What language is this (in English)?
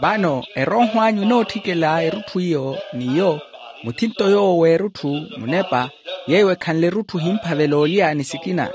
Makhuwa